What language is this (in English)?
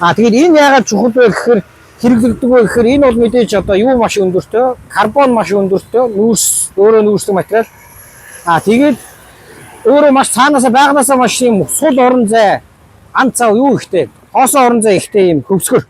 Mongolian